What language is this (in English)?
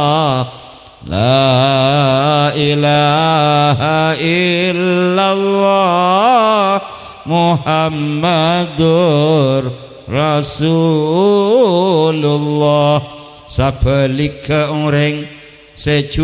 Madurese